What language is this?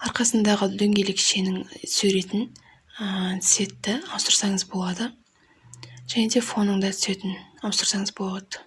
Kazakh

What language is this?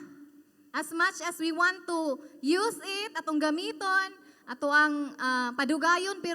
Cebuano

